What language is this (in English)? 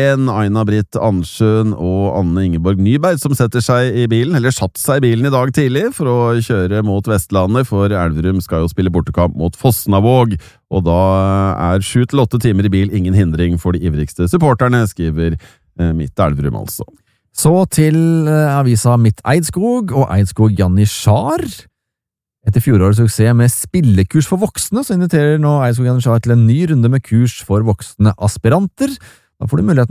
Norwegian